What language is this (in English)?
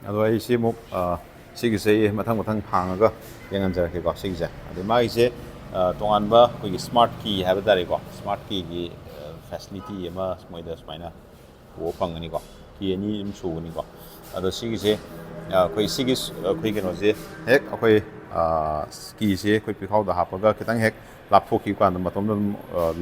Manipuri